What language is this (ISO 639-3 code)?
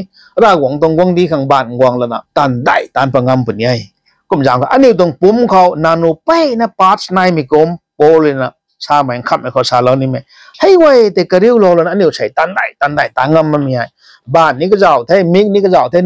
nbu